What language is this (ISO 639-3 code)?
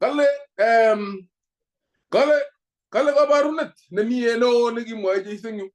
kln